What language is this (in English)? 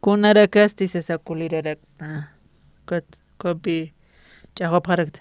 Aymara